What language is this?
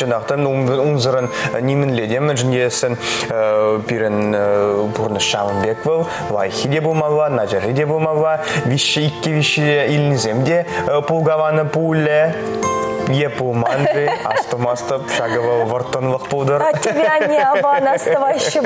Chuvash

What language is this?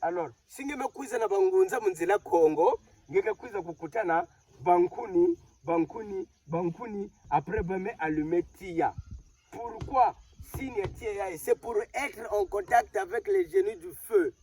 Kituba (Democratic Republic of Congo)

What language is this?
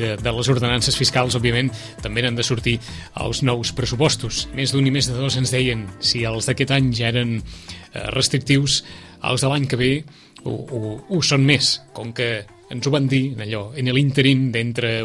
Catalan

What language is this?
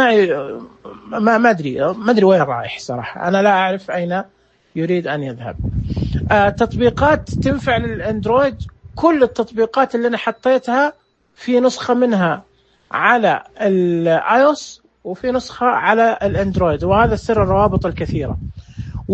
Najdi Arabic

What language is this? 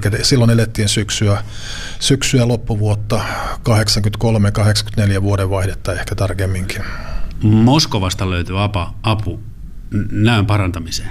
Finnish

